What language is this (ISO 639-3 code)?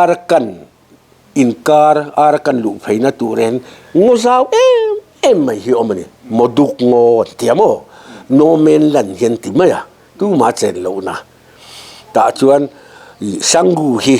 lus